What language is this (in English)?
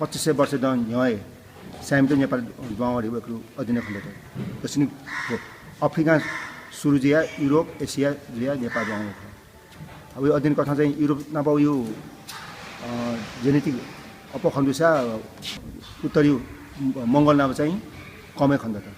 Newari